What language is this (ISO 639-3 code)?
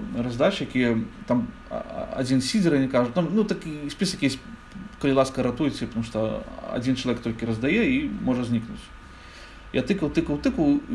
bel